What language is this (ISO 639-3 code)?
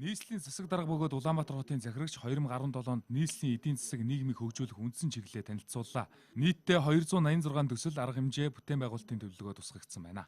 mon